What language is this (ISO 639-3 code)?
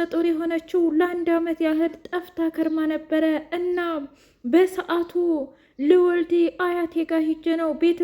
amh